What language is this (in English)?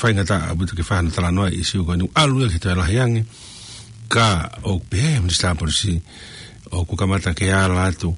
Tongan